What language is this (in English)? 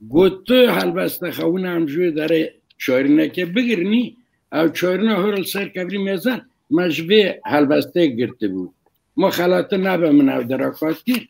Kurdish